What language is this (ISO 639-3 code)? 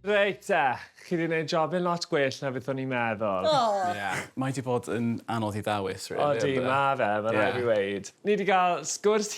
cym